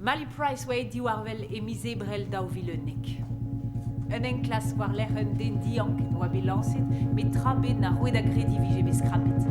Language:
Breton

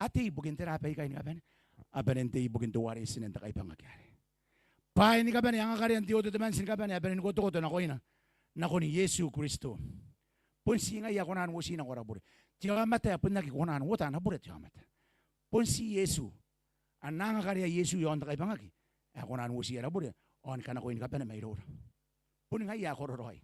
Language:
Gilbertese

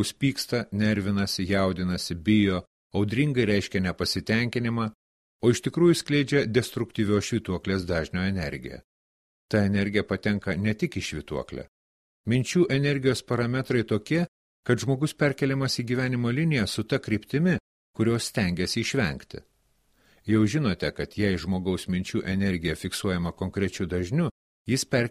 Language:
Lithuanian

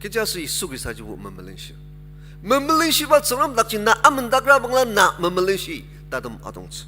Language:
Ao Naga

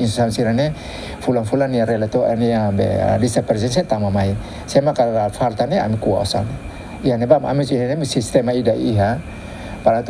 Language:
Tetum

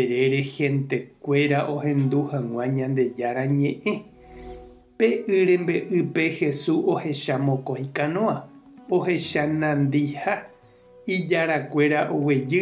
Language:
Guarani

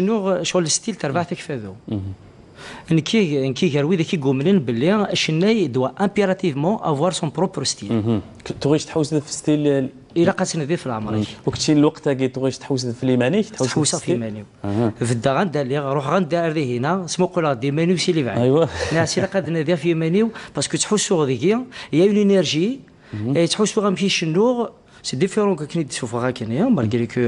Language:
Kabyle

